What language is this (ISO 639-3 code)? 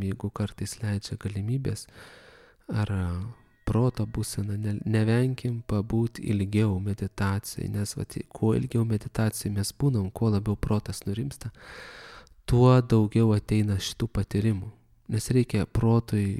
lit